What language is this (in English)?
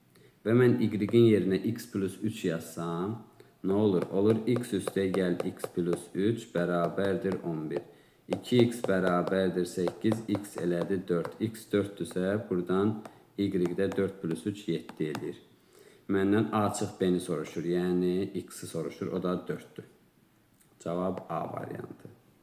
Azerbaijani